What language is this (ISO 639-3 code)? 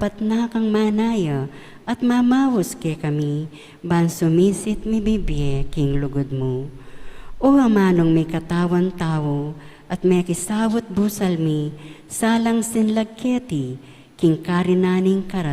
pam